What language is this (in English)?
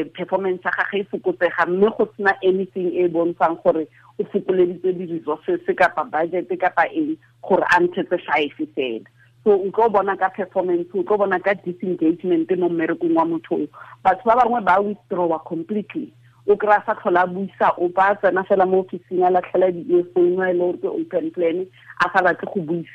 Tswana